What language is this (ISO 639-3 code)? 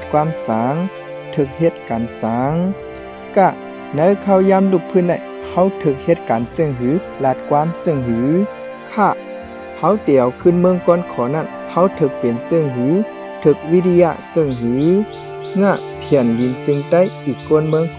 shn